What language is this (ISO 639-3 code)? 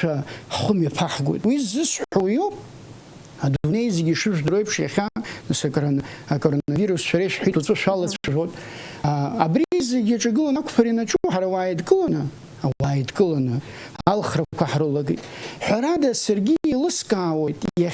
abk